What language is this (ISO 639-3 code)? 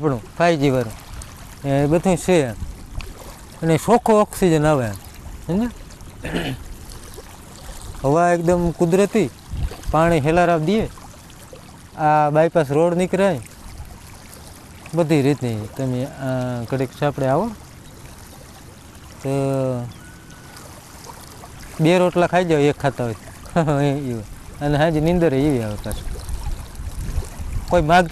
guj